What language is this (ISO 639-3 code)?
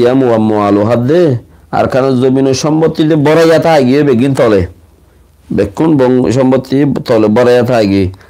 rhg